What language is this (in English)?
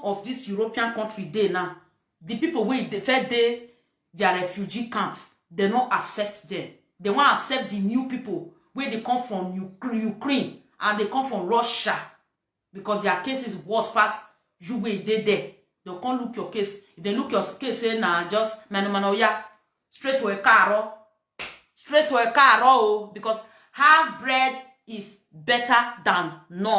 Nigerian Pidgin